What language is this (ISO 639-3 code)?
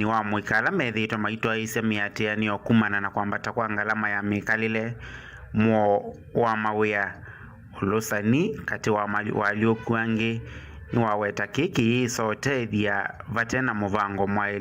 kam